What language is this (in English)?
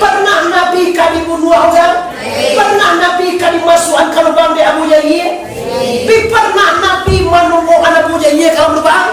Minangkabau